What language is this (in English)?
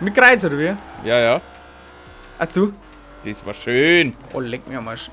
Bavarian